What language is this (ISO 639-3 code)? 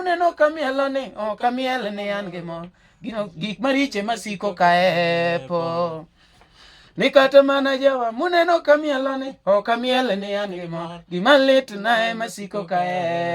luo